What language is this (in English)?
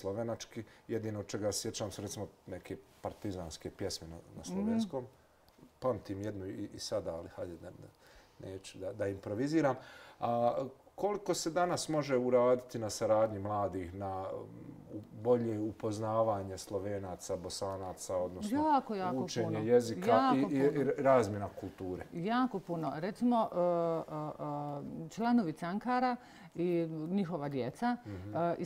Bosnian